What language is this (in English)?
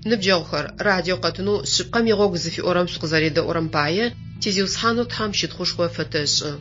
Adyghe